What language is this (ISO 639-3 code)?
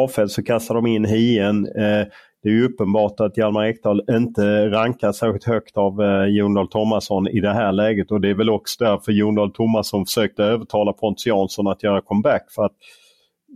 swe